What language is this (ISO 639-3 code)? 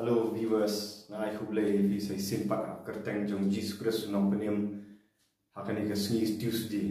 kha